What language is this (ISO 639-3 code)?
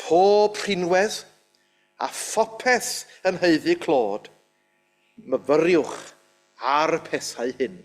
cym